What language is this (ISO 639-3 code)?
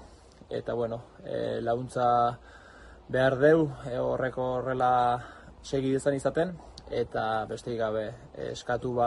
eus